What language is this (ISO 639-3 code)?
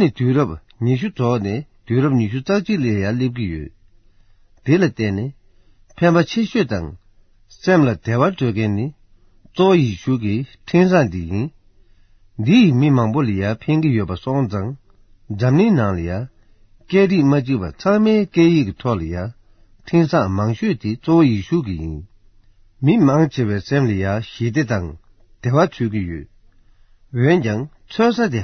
bod